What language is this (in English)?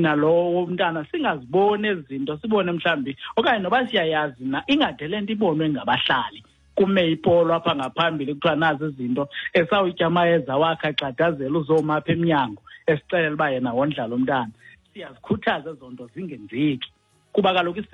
Xhosa